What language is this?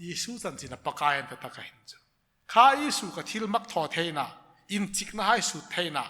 Hmar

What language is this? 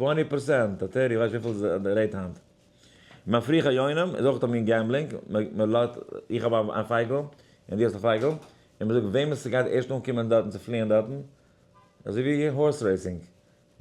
Yiddish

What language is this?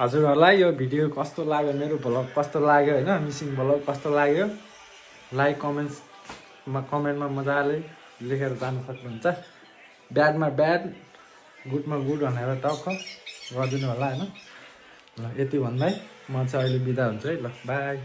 Nepali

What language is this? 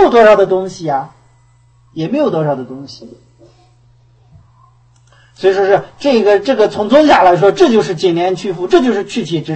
Chinese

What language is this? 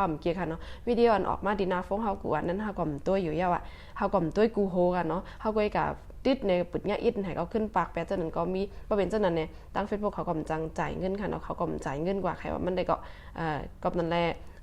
Shan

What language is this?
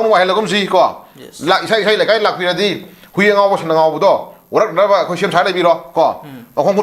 Manipuri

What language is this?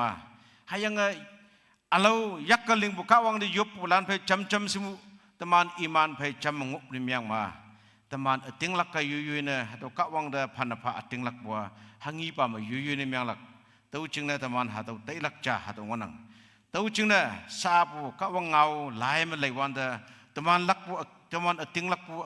Konyak Naga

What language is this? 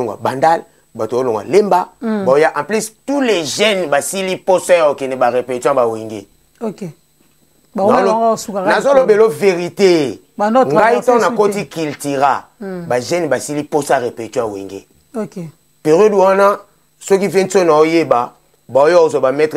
Lingala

